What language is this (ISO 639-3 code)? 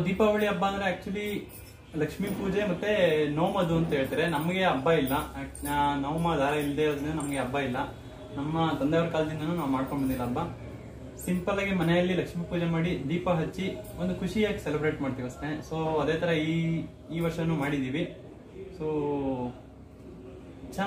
kan